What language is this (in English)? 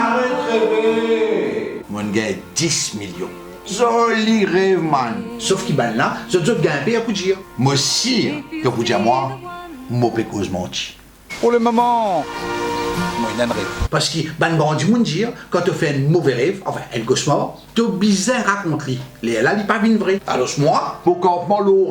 Morisyen